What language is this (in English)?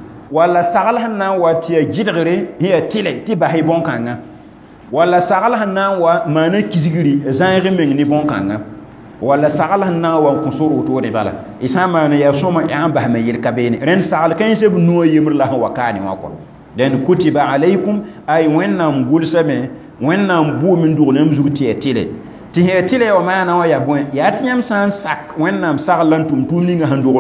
Mossi